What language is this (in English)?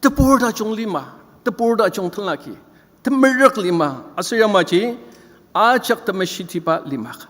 Ao Naga